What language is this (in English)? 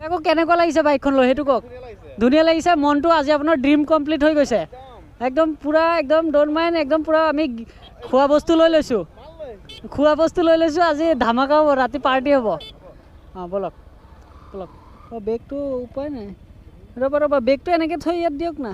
Assamese